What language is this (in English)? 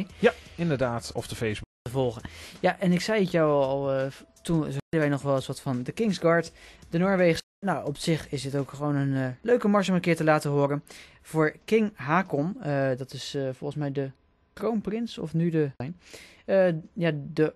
Dutch